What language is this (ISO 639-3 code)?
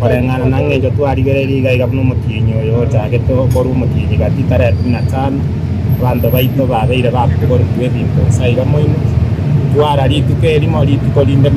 guz